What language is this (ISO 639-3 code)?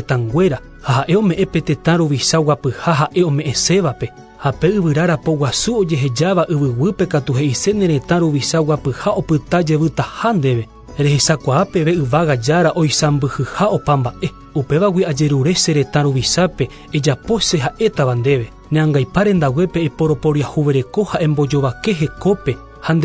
grn